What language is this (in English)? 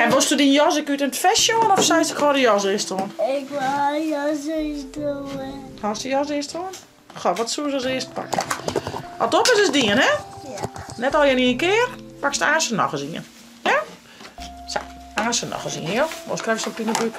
Western Frisian